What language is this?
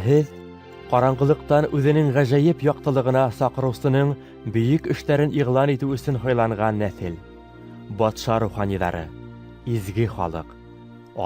Bashkir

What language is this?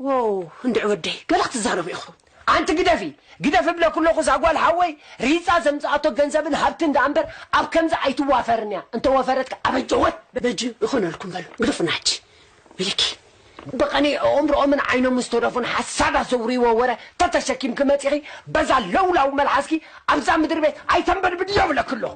Tigrinya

